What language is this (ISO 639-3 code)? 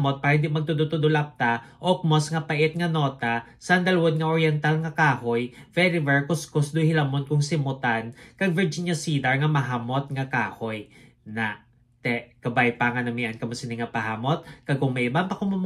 hil